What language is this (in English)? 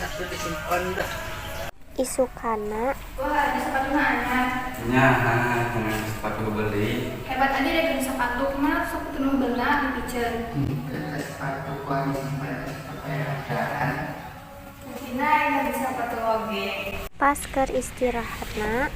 Sundanese